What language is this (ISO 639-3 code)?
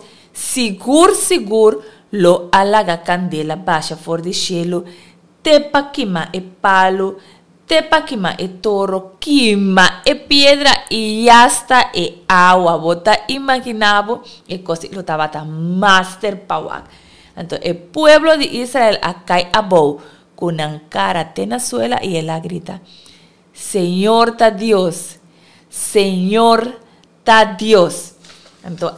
pap